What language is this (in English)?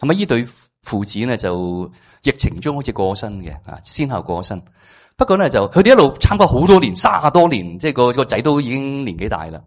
Cantonese